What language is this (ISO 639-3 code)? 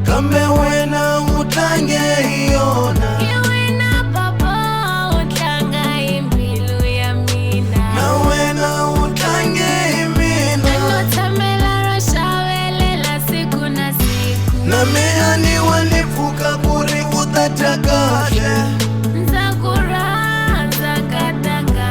tso